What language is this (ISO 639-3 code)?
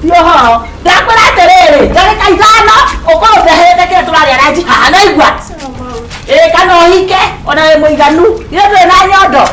kik